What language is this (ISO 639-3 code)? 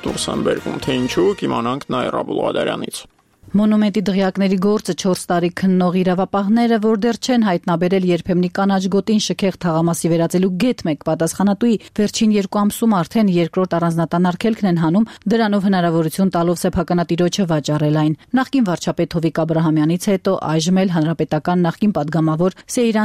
hye